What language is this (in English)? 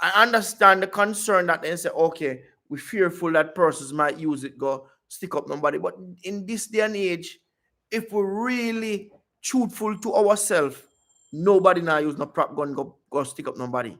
Jamaican Creole English